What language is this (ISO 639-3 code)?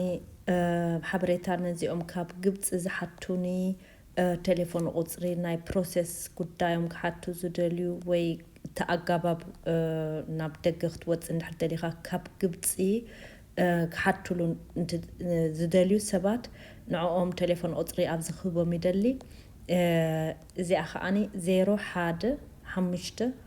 tir